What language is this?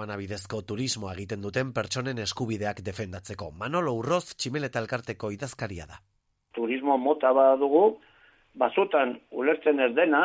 Basque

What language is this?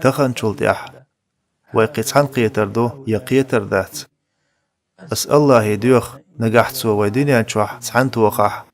Chechen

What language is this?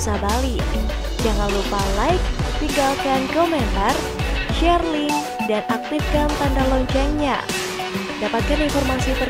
Indonesian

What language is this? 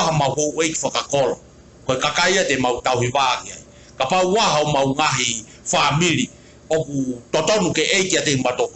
Tongan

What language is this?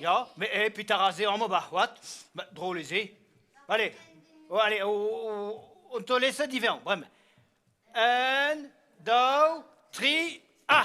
Breton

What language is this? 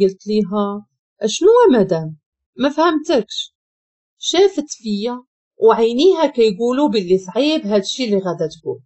Moroccan Arabic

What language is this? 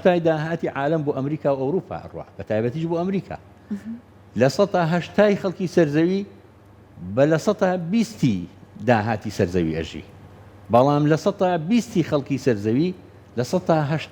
Central Kurdish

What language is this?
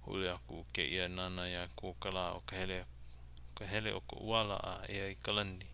Hawaiian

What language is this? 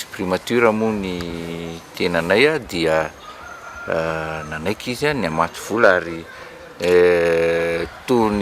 Malagasy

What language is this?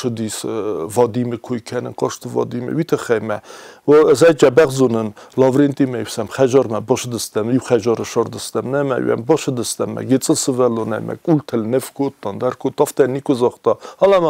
Ossetic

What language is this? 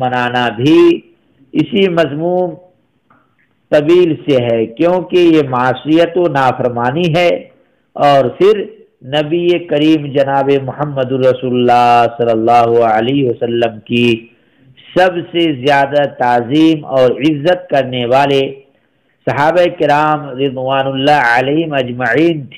Urdu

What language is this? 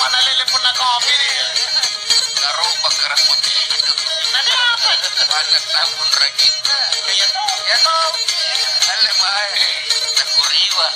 Makasar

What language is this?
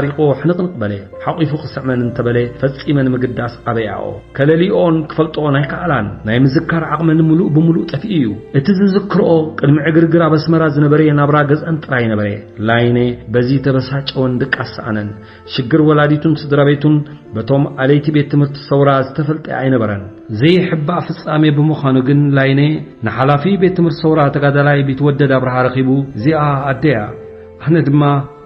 Tigrinya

